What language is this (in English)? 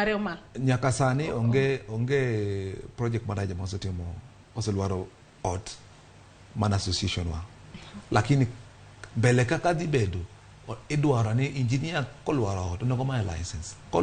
Luo (Kenya and Tanzania)